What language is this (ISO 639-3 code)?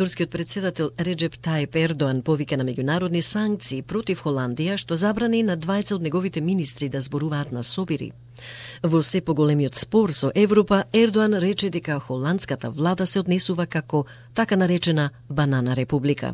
mkd